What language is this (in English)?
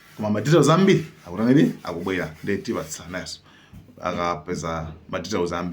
Nyanja